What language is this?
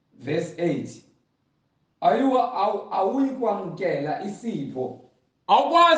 Zulu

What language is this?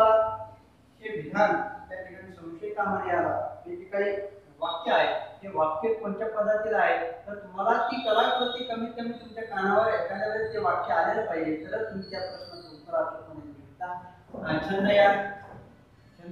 Marathi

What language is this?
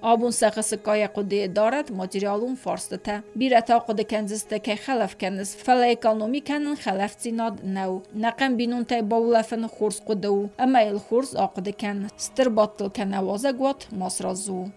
Ossetic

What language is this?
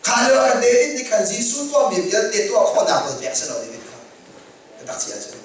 Hakha Chin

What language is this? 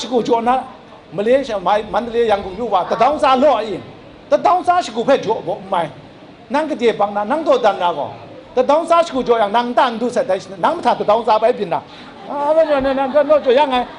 Kachin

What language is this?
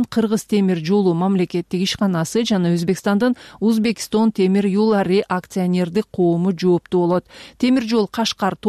Kyrgyz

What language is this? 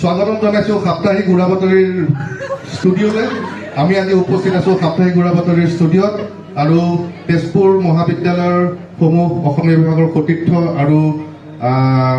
Assamese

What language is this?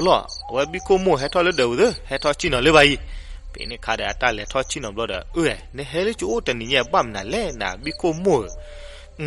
S'gaw Karen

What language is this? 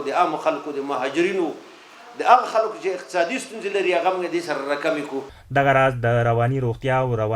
Pashto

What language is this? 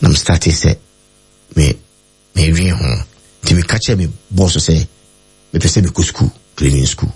Akan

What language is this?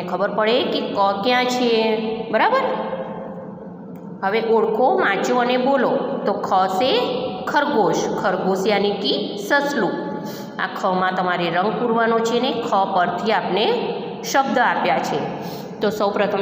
Gujarati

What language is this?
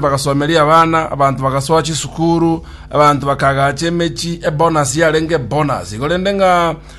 Gusii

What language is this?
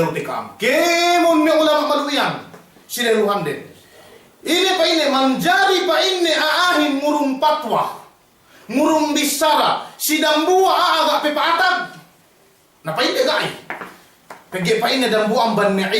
Yakan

